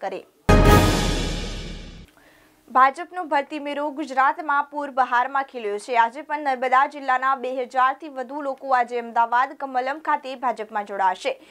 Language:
Gujarati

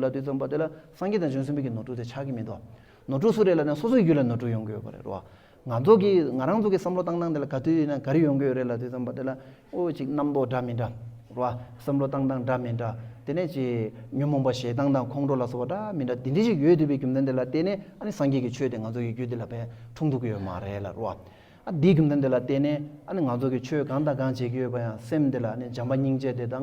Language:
Tibetan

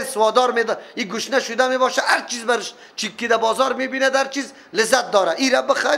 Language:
Persian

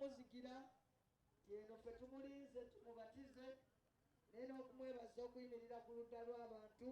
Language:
Ganda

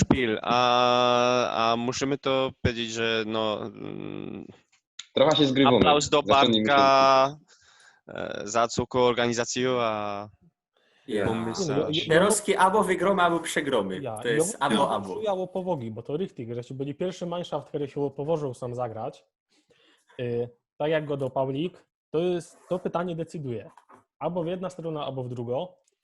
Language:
Silesian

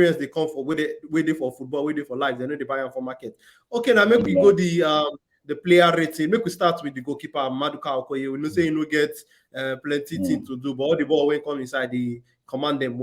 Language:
Nigerian Pidgin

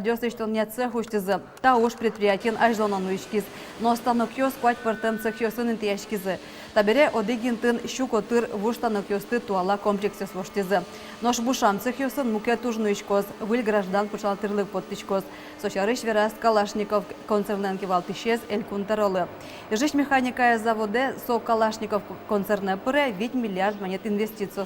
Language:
Udmurt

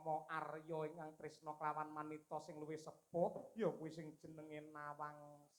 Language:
Javanese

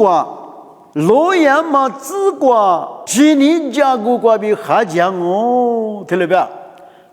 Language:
Lisu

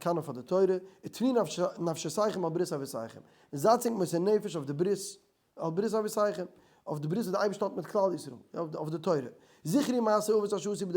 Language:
Yiddish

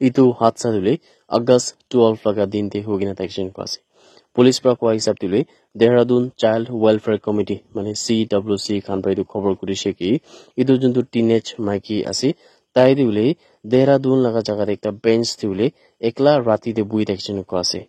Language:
Naga Pidgin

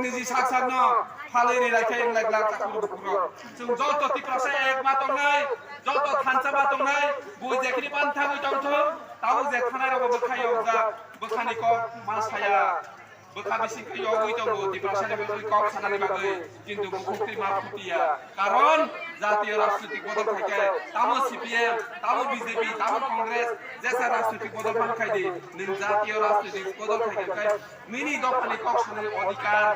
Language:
Kok Borok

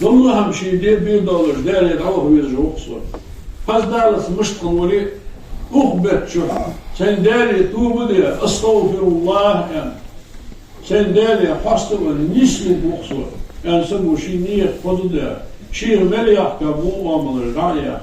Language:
Ingush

